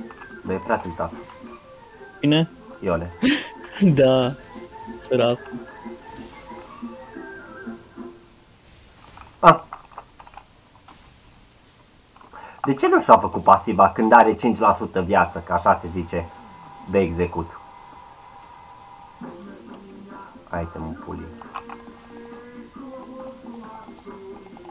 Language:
Romanian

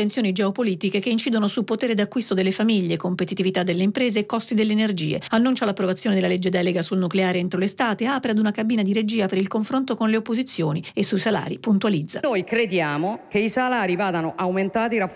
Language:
Italian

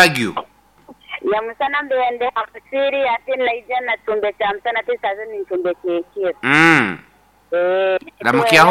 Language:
Nyankole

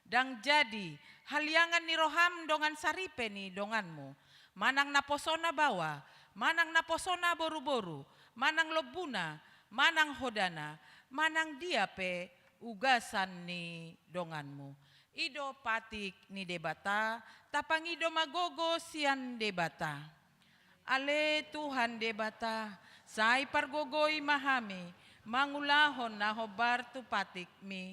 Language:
Batak Toba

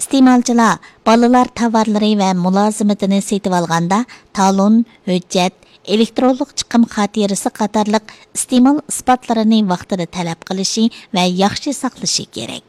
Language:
Uyghur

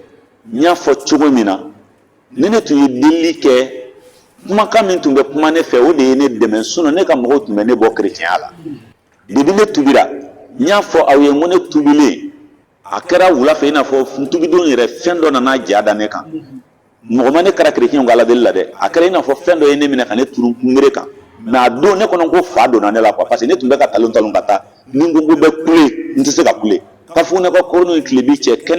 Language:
Bambara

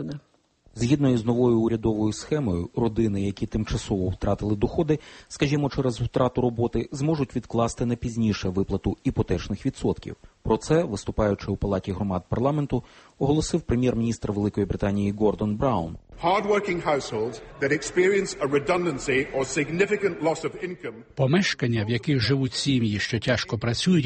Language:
Ukrainian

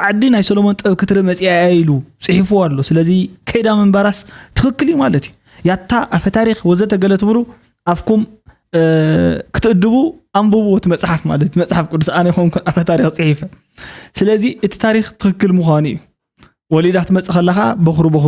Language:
Tigrinya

